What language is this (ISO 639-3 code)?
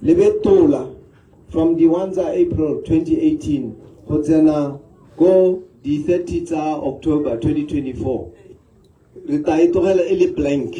tsn